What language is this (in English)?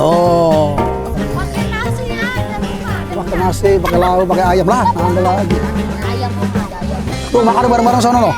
Betawi